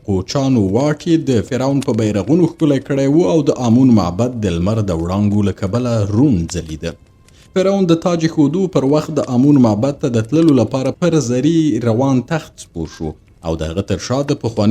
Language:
Pashto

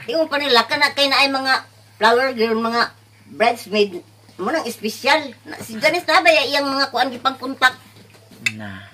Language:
Cebuano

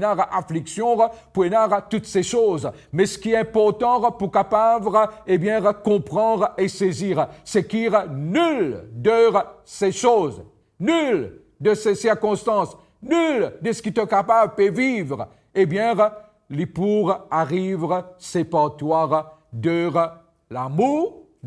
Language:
Morisyen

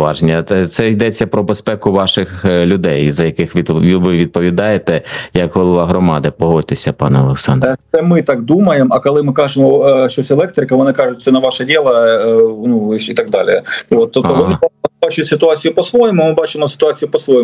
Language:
Ukrainian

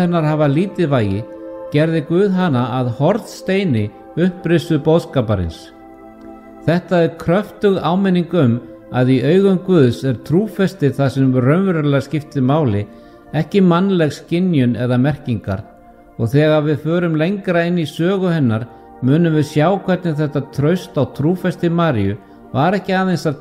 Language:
Icelandic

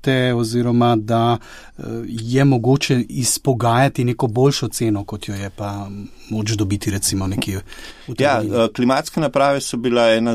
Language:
Slovenian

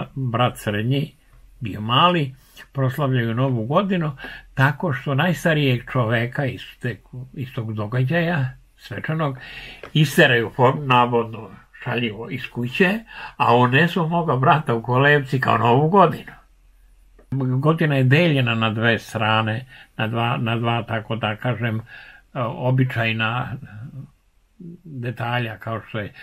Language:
Serbian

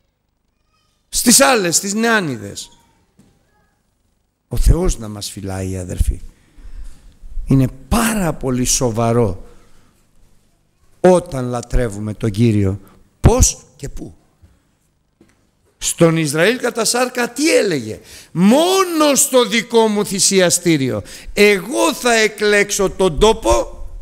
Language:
Greek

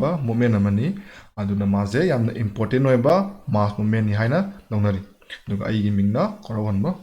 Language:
Manipuri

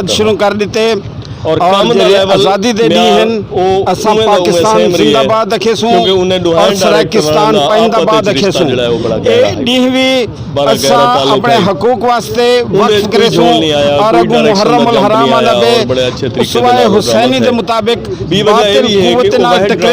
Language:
Saraiki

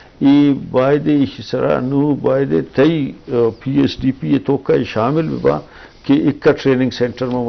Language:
Eastern Balochi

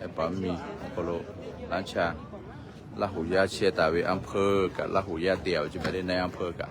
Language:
Lahu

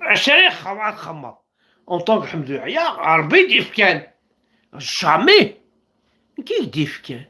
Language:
Kabyle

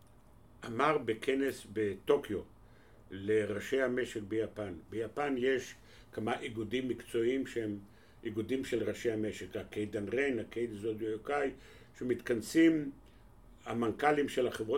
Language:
Hebrew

